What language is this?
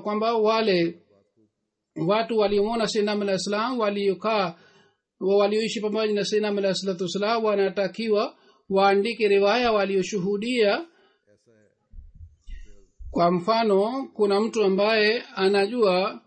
Swahili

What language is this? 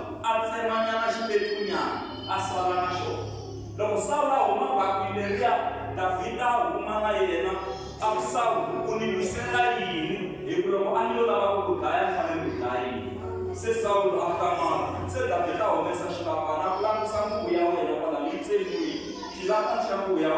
Tsonga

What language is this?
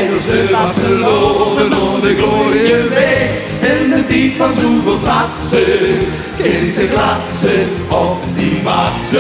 Limburgish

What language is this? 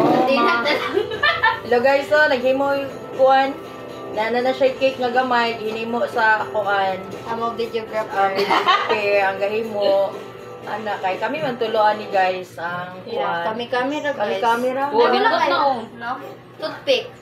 Cebuano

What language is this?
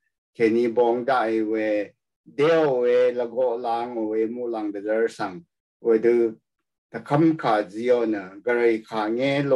Rawang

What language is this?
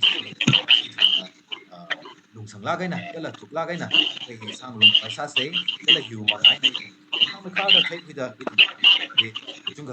Tangkhul Naga (India)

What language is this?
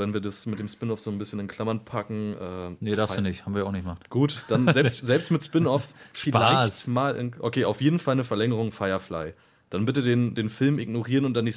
German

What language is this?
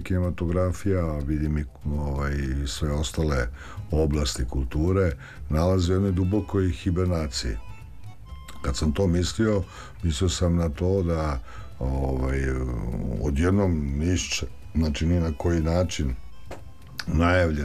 Serbian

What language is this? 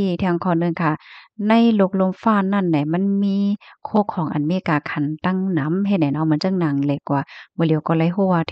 Shan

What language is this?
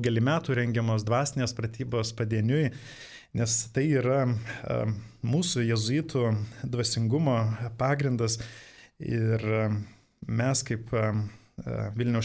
Lithuanian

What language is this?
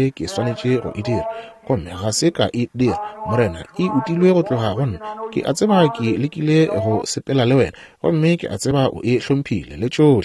Northern Sotho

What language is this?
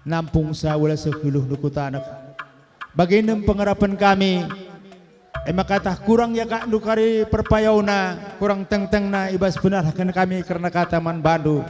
Batak Karo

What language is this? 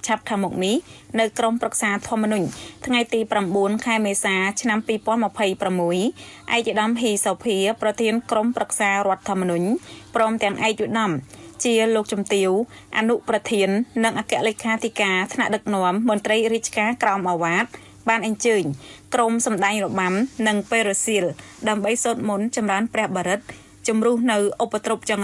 Khmer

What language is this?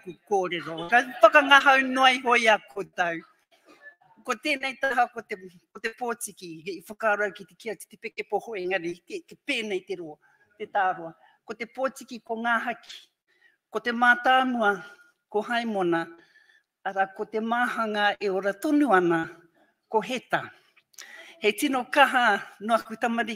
Māori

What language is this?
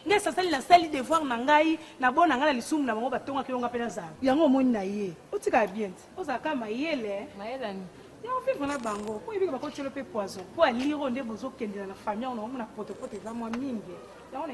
Lingala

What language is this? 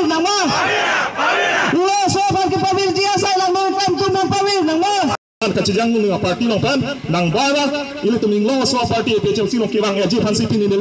Karbi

